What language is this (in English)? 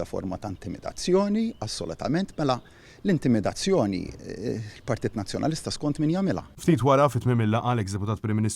Maltese